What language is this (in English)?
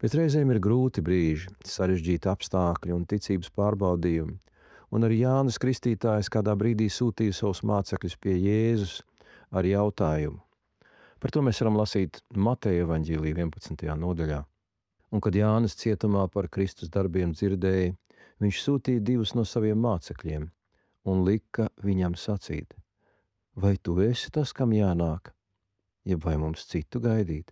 Latvian